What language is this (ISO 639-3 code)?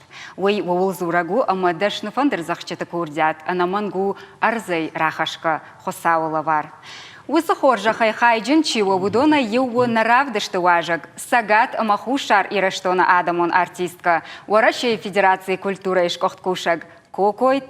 oss